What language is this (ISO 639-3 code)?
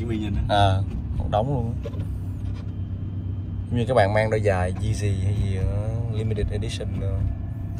vie